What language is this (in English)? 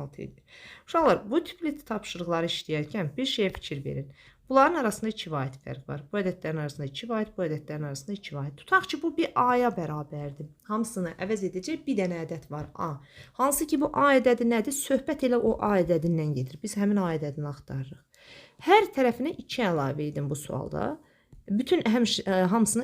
Azerbaijani